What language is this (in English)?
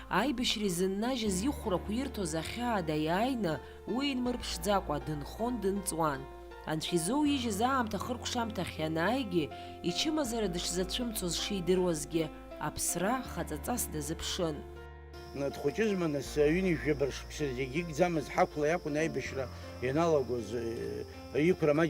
Abkhazian